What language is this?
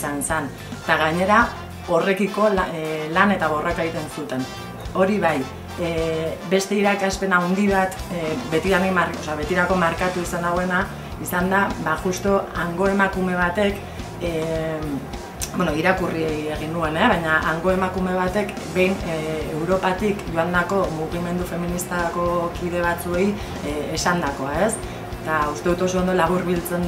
Basque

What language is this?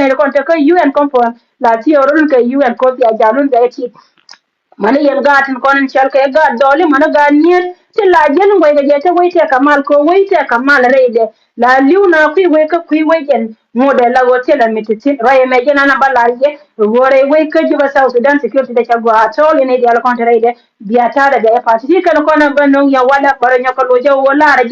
Nuer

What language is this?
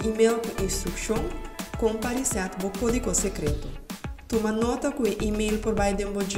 Papiamento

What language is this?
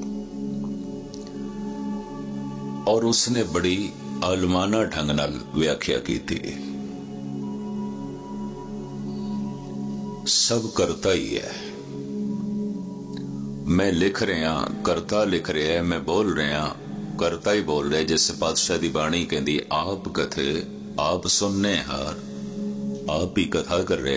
Punjabi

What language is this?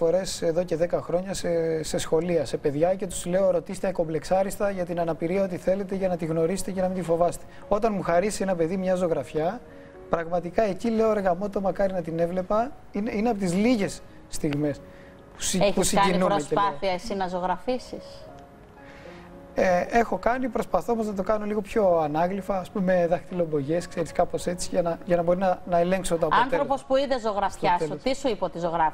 Greek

